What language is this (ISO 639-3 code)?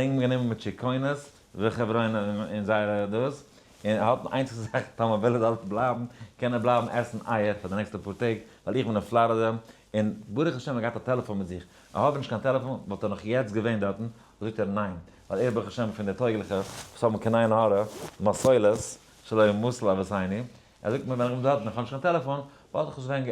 yid